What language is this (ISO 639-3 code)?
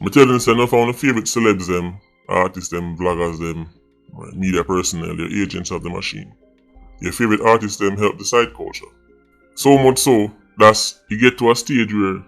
jam